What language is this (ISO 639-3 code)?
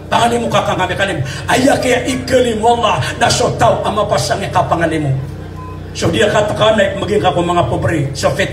mrw